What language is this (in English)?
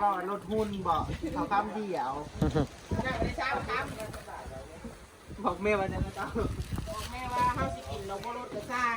Northeastern Thai